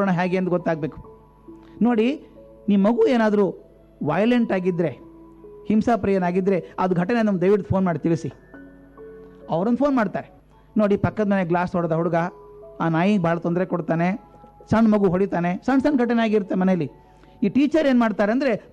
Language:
Kannada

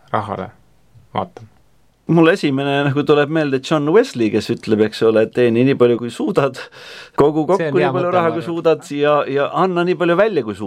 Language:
Estonian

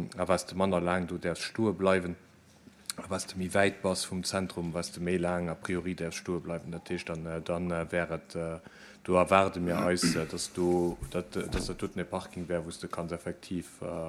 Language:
Luxembourgish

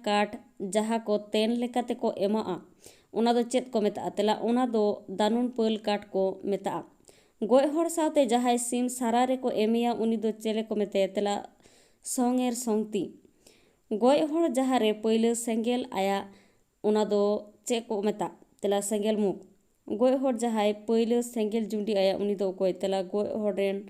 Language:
Santali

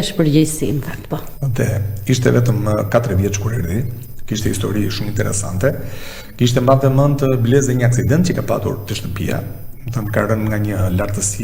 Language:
Albanian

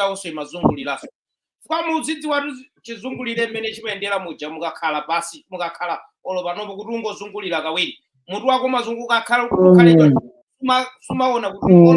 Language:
Nyanja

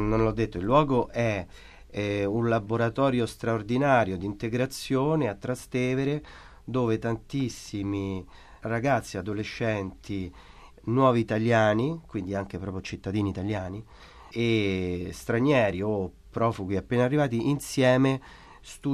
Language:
Italian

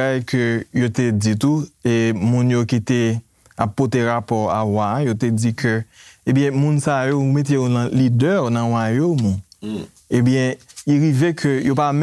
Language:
Haitian Creole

